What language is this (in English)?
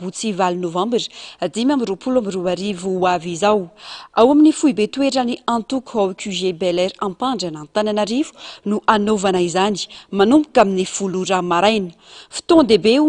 Malagasy